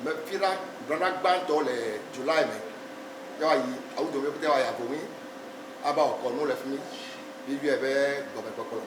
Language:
Ewe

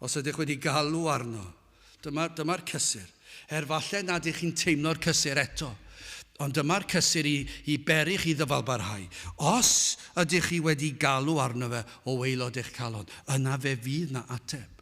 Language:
Welsh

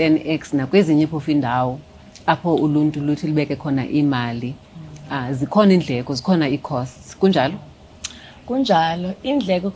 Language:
Xhosa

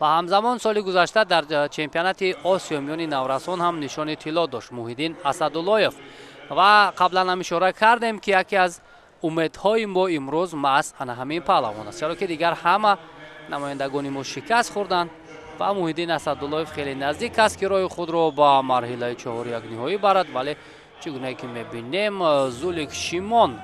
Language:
Tajik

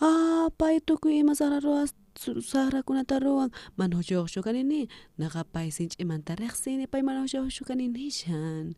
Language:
South Bolivian Quechua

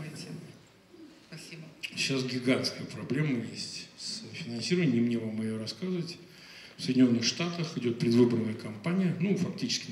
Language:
Russian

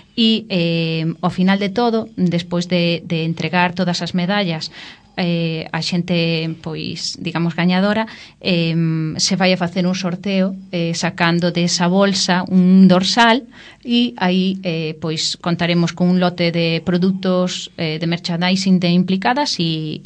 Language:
Galician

